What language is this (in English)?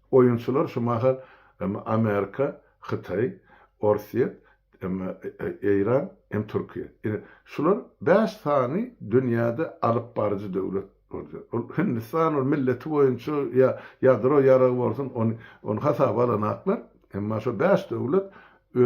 Turkmen